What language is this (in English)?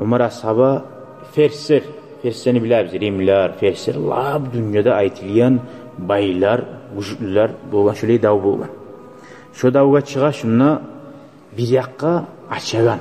Kumyk